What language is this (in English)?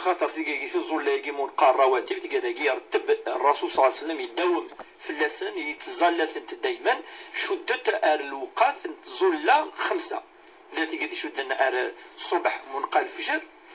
Kabyle